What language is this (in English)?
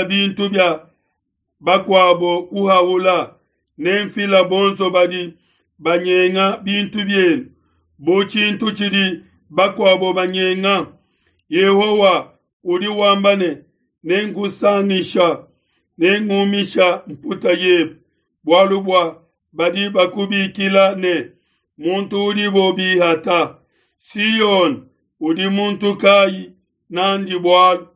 Luba-Lulua